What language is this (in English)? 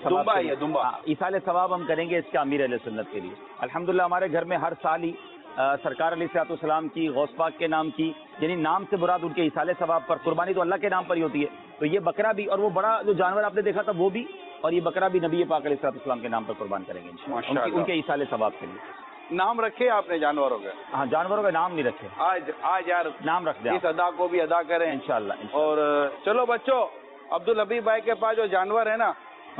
Urdu